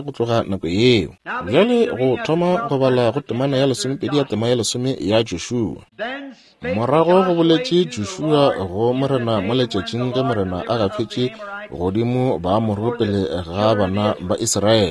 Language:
Northern Sotho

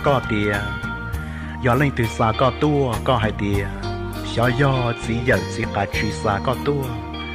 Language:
Hmong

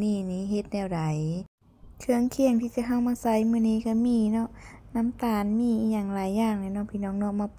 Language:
Lao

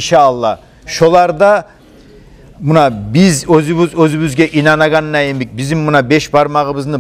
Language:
Kumyk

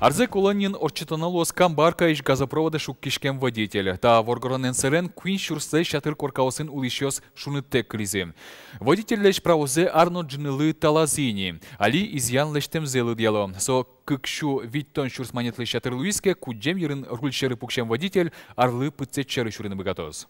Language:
Udmurt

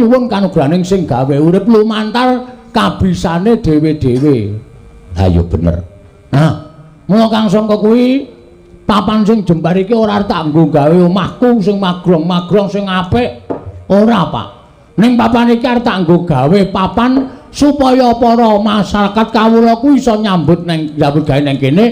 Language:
Javanese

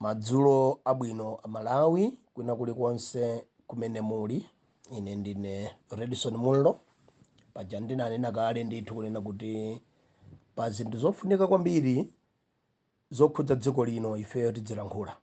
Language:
Nyanja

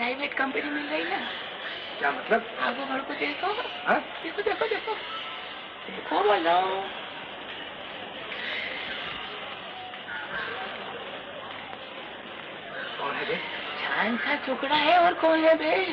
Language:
Hindi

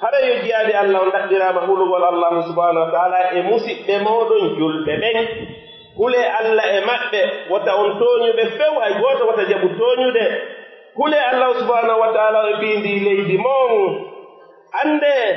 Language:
Pular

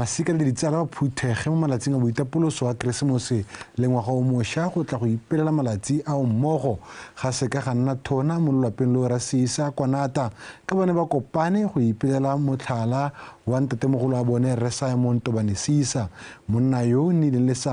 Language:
Tswana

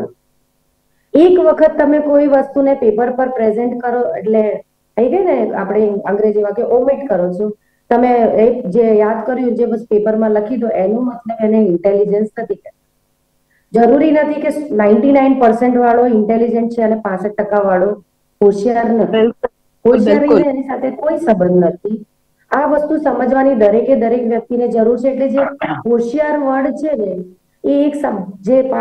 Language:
Gujarati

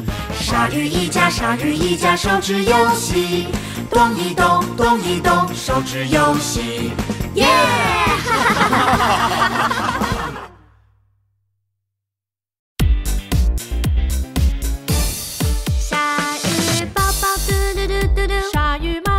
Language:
Chinese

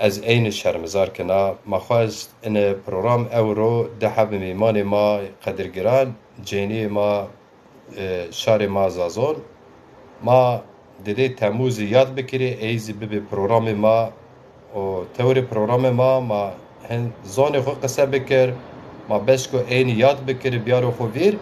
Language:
Zaza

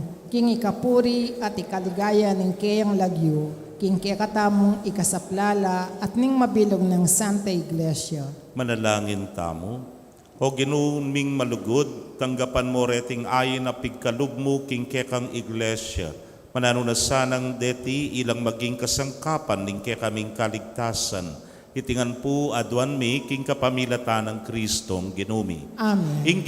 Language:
Pampanga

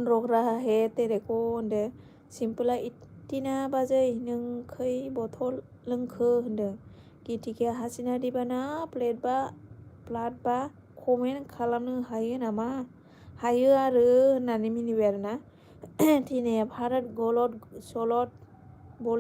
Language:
Bodo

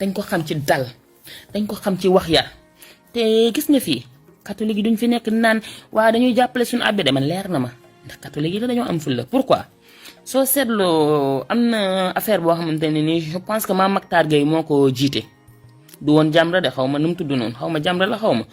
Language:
Wolof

